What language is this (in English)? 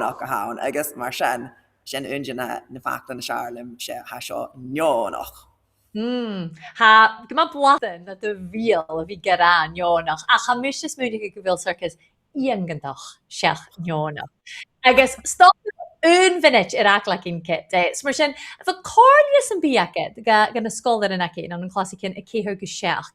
Scottish Gaelic